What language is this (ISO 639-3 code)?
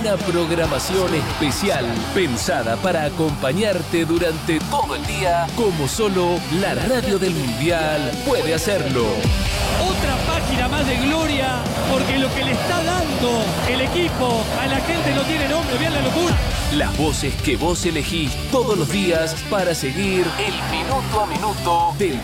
spa